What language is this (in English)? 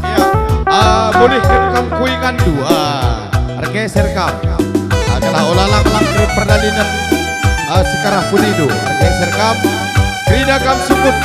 Batak Karo